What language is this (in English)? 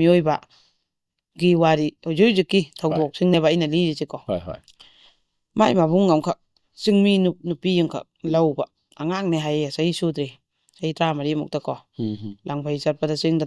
Manipuri